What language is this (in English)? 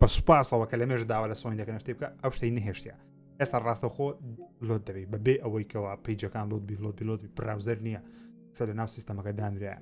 Central Kurdish